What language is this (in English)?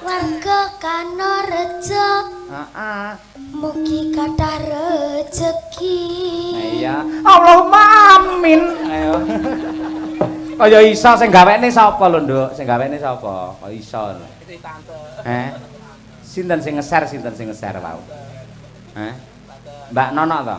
Javanese